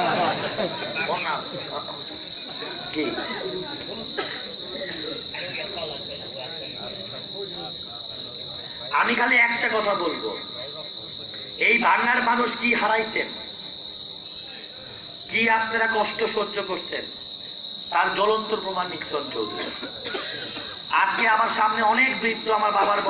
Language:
Bangla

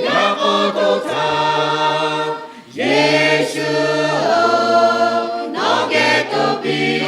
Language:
Lahu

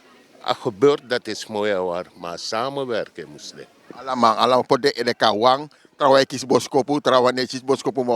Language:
Sranan Tongo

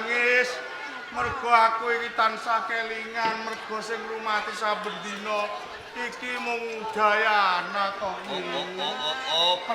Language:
Javanese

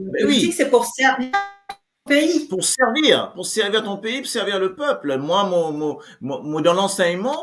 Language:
Morisyen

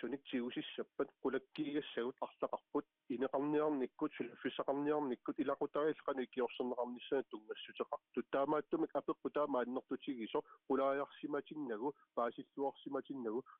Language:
Kalaallisut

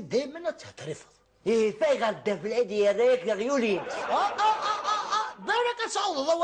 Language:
Kabyle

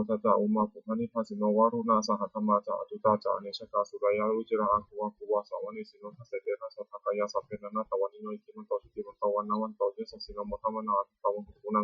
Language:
Pali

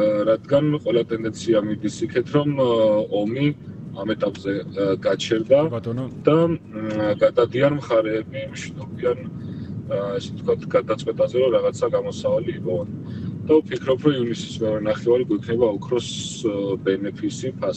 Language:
Georgian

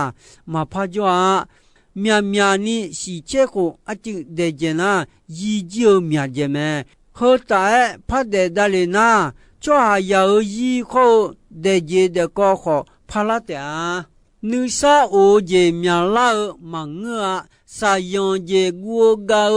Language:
Akha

